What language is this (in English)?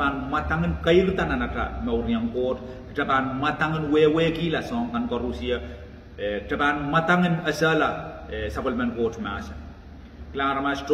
Pohnpeian